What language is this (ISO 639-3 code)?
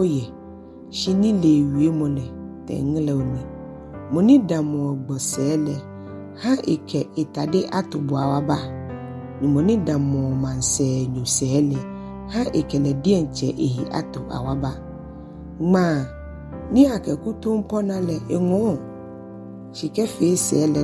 gaa